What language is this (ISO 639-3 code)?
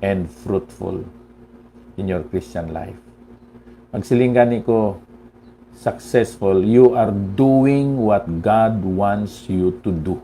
hil